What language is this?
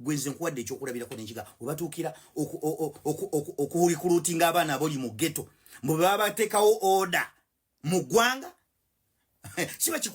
Ganda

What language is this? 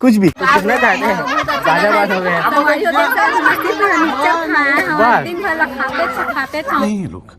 Chhattisgarhi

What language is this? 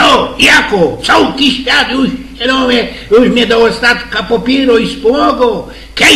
Silesian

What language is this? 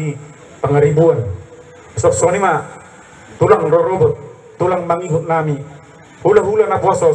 Batak Toba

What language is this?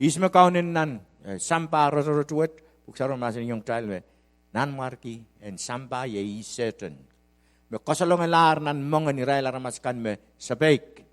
Pohnpeian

